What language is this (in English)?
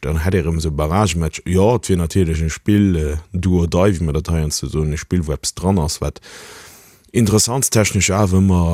Luxembourgish